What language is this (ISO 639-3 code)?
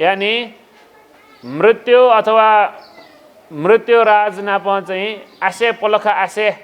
new